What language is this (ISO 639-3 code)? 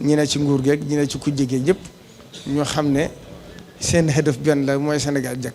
wol